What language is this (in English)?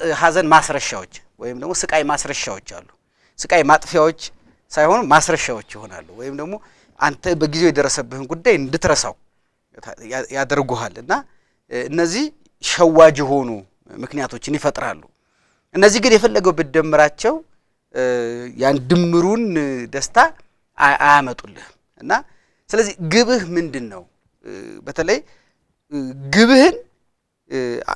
Amharic